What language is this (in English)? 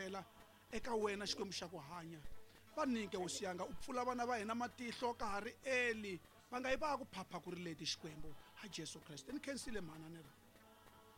Tsonga